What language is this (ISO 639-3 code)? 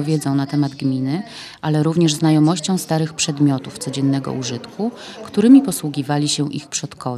pol